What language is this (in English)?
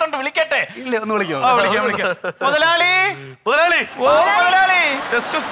Malayalam